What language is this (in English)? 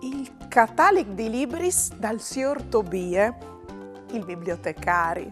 Friulian